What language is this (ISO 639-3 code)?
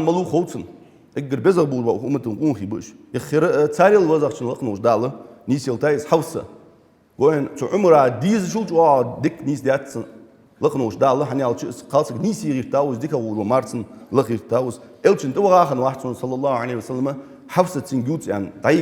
inh